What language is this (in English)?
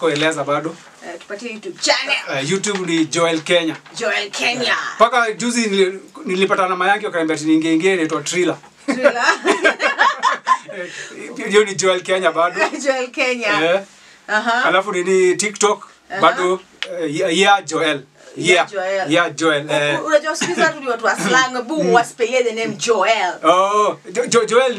Swahili